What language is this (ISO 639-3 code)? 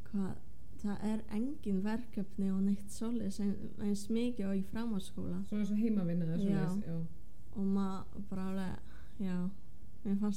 isl